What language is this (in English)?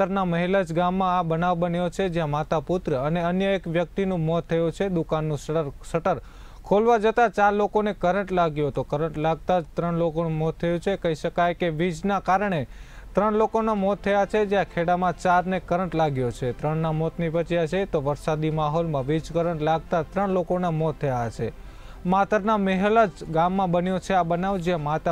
Gujarati